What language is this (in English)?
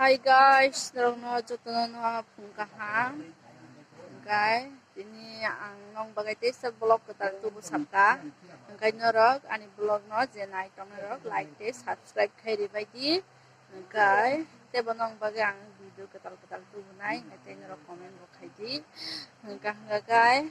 Kok Borok